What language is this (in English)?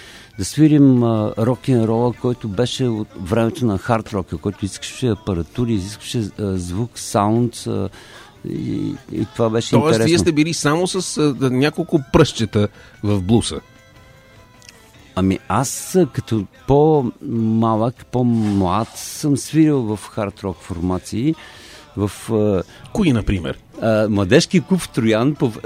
Bulgarian